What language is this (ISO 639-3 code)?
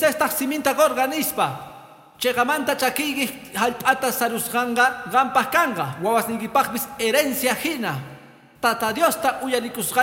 que